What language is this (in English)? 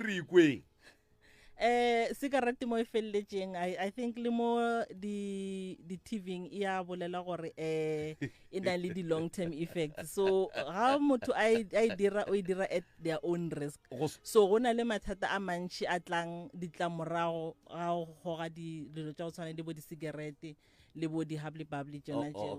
Northern Sotho